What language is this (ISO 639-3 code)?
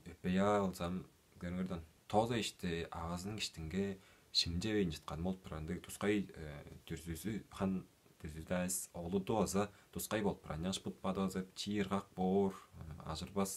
tyv